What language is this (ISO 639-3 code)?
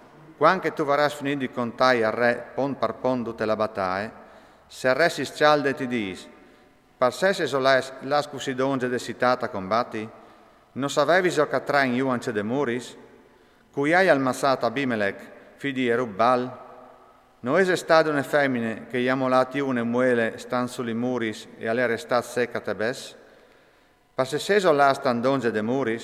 fur